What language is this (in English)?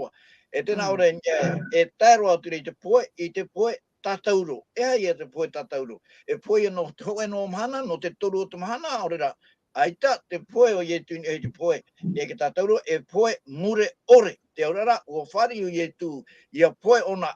Tahitian